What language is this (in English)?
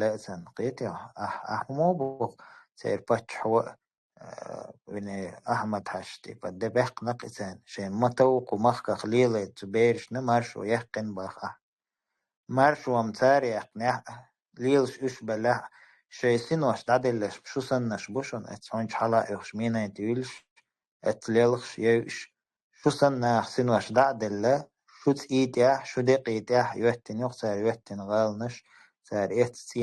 Chechen